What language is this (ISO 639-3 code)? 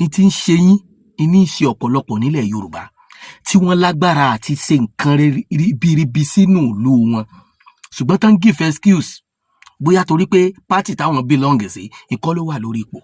yor